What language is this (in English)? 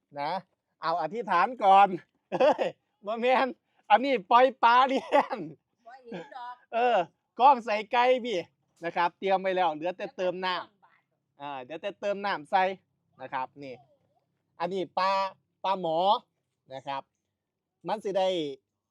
Northeastern Thai